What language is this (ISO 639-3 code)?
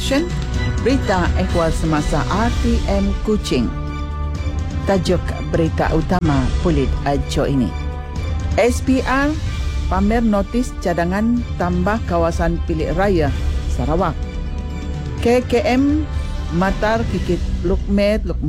msa